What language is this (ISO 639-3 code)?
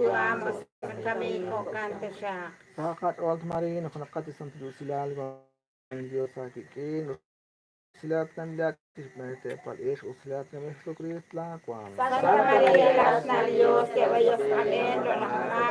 kek